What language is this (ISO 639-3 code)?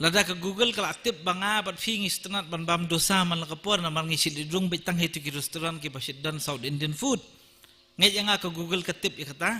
kha